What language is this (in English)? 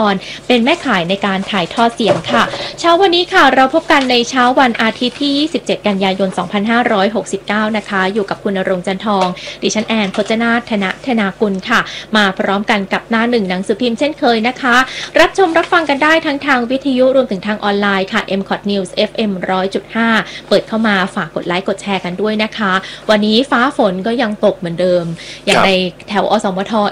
Thai